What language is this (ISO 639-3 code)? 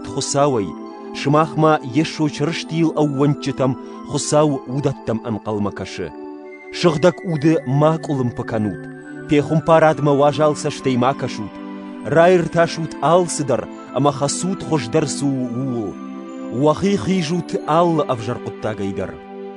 oss